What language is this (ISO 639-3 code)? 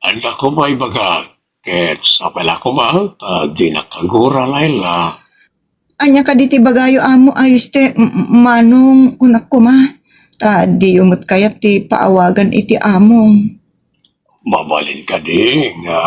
ilo